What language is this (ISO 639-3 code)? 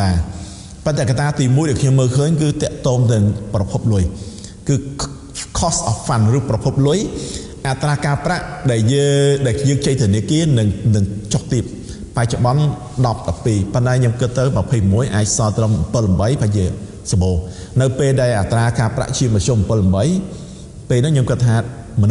khm